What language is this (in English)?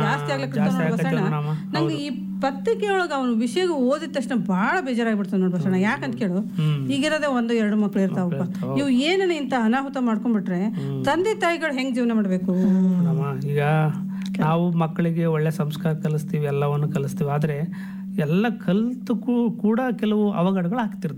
Kannada